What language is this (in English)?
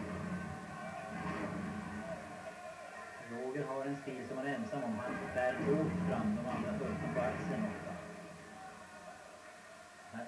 Swedish